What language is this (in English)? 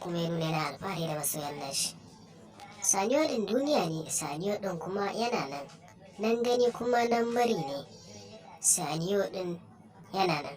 Hausa